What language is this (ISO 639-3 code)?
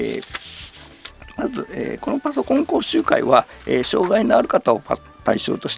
jpn